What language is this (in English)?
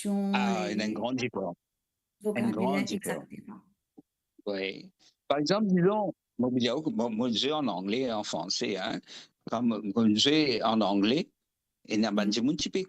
Morisyen